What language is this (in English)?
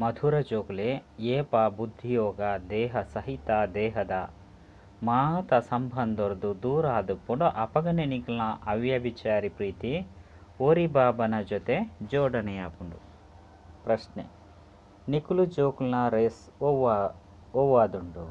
Tulu